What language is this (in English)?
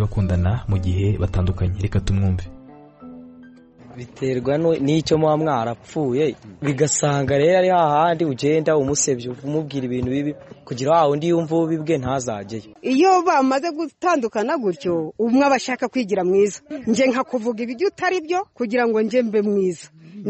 Kinyarwanda